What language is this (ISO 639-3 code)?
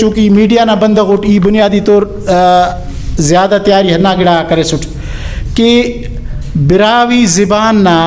brh